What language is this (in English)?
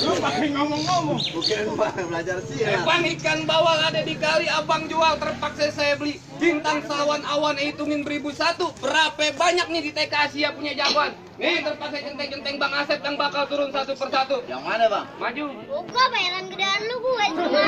Betawi